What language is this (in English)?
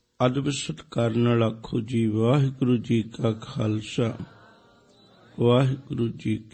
Punjabi